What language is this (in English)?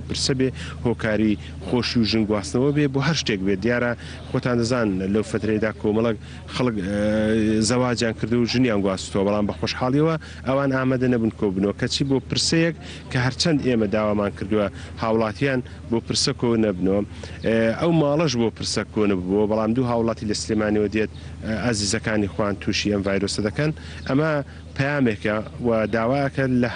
Central Kurdish